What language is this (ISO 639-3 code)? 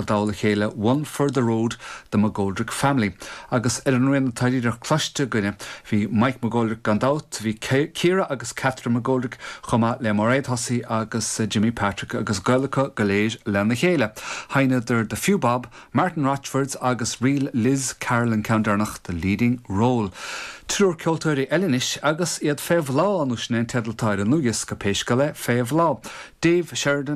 gle